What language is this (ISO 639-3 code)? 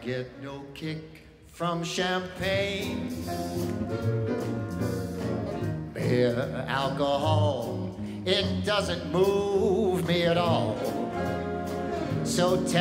eng